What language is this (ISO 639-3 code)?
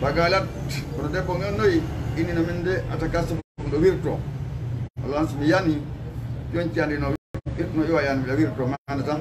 ful